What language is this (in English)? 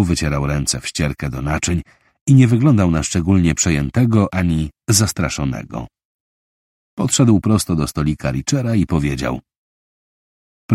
Polish